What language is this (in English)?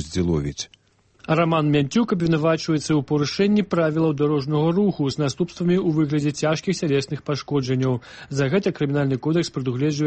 Belarusian